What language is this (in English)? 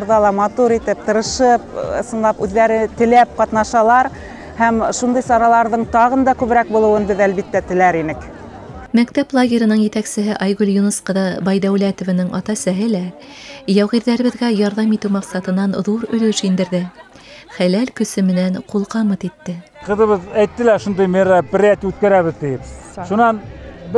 Bashkir